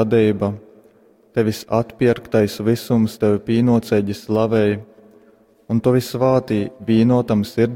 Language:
Latgalian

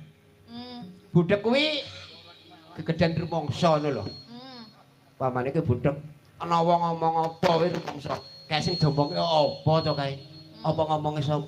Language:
Javanese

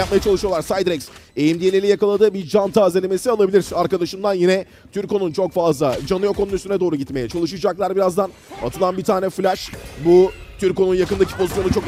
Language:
Turkish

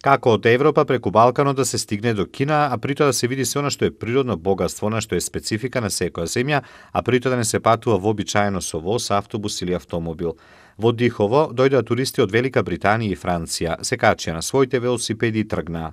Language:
Macedonian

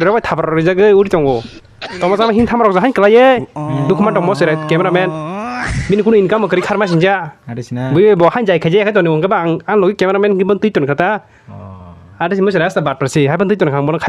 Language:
Kok Borok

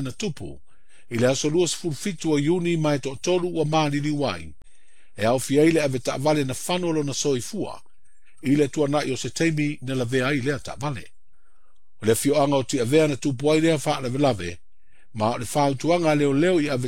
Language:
Samoan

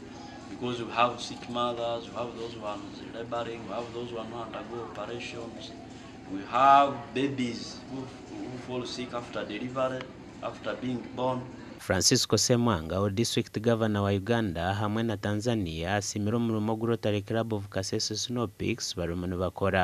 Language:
Nyankole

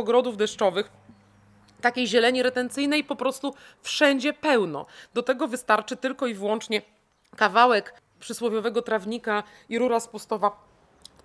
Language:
Polish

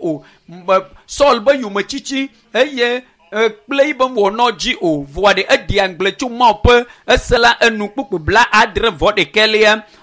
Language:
Ewe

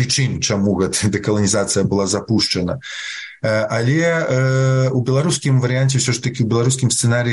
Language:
Belarusian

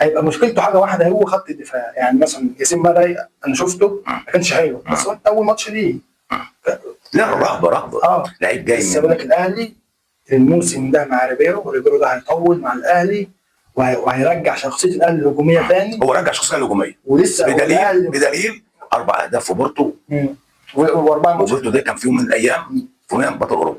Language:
Egyptian Arabic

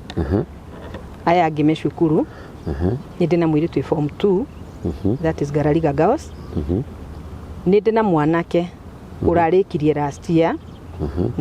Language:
Kikuyu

